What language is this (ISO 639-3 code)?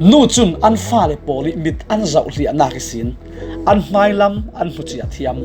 cfm